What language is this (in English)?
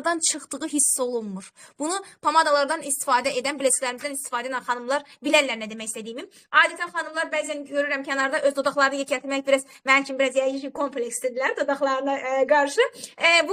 Azerbaijani